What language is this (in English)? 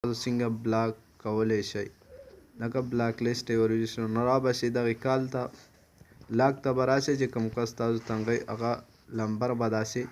Pashto